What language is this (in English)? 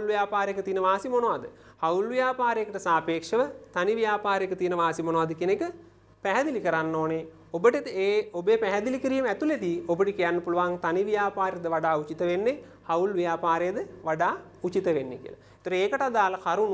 Sinhala